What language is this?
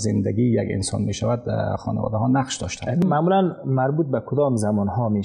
Persian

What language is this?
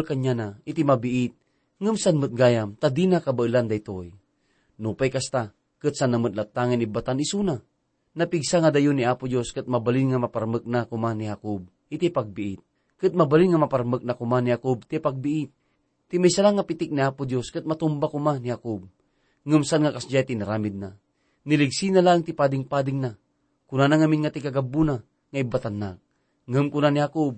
Iloko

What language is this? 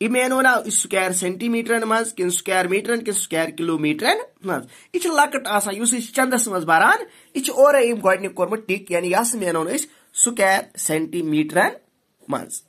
Kashmiri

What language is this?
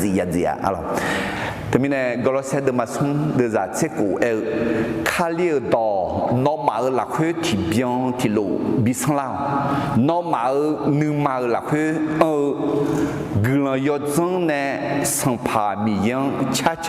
Akha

